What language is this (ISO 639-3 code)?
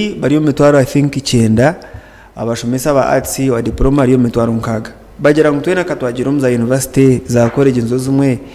nyn